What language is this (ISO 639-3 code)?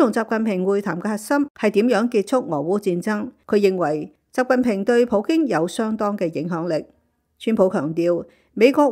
yue